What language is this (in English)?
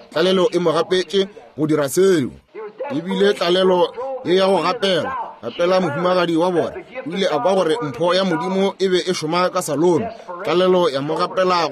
Northern Sotho